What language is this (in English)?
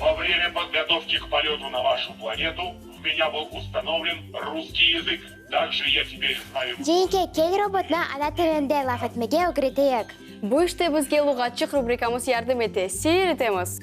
Crimean Tatar